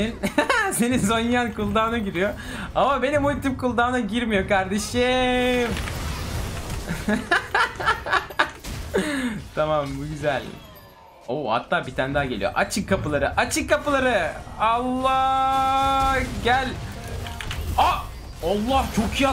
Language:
Turkish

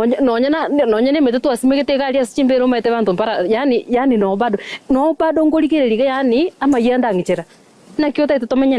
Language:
Gusii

